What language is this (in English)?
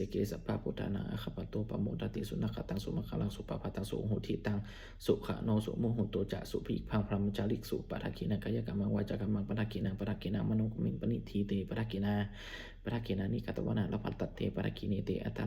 Pali